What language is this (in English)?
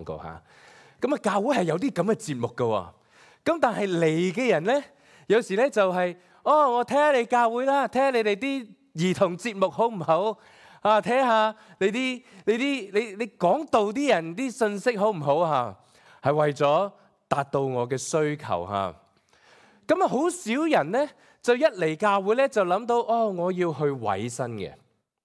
Cantonese